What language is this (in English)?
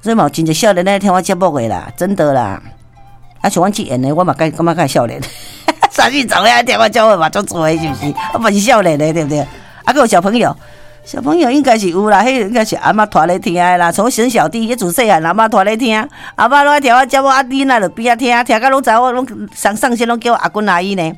Min Nan Chinese